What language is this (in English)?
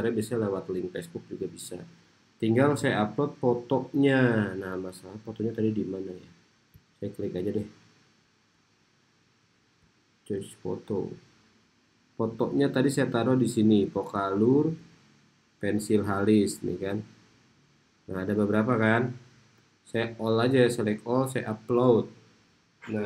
Indonesian